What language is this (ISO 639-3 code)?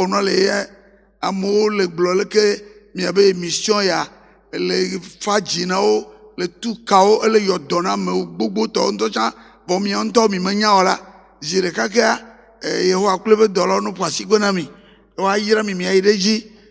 ewe